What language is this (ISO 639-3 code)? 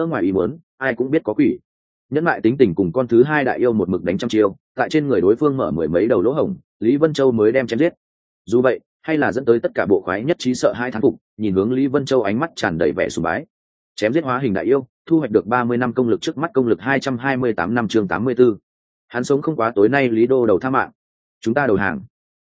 vie